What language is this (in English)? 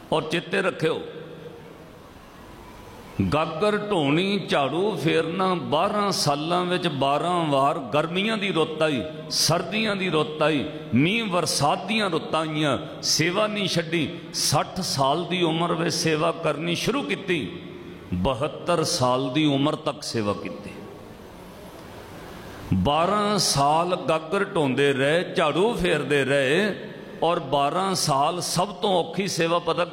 Punjabi